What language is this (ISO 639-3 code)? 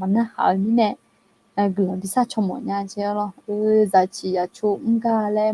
ahk